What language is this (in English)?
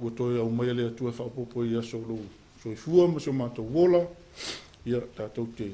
Samoan